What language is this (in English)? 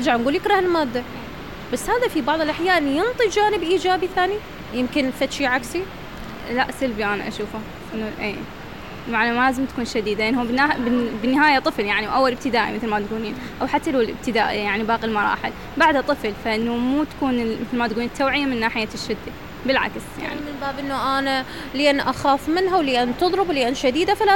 Mesopotamian Arabic